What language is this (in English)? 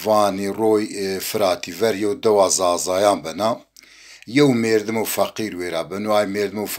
Zaza